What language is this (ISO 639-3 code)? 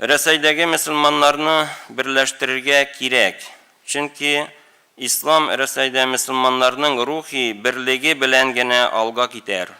tat